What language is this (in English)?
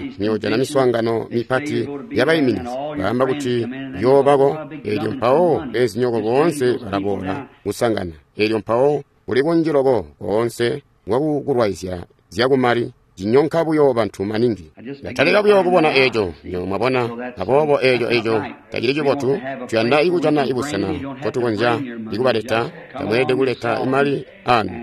Tonga (Zambia)